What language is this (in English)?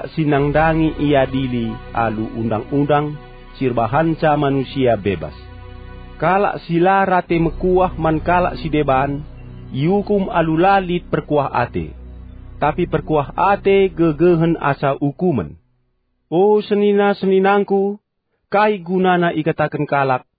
Batak Karo